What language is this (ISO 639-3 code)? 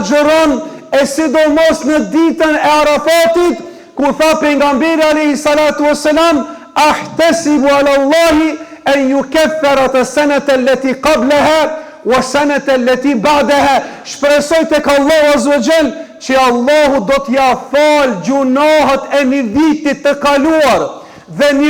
sqi